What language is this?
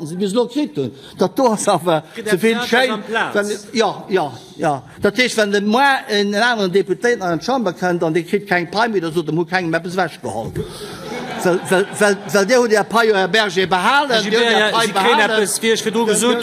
Luxembourgish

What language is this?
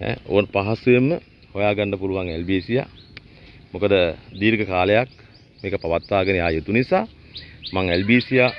Sinhala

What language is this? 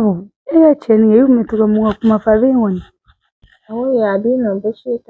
Bambara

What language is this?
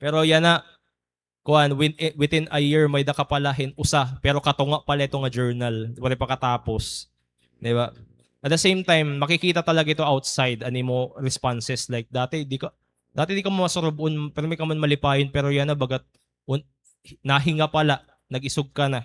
Waray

